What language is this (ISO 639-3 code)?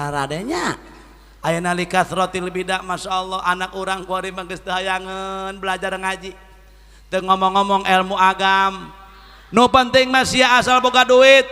sun